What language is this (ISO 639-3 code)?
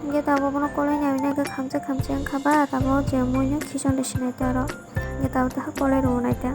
trp